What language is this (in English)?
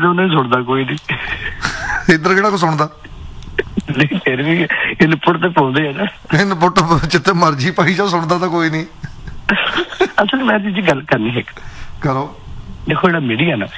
Punjabi